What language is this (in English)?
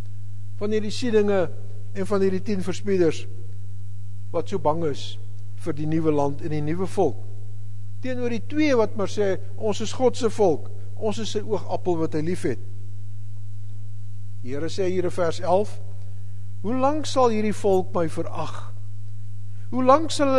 Afrikaans